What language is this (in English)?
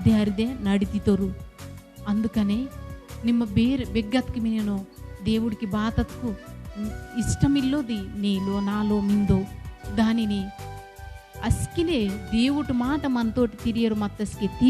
Koya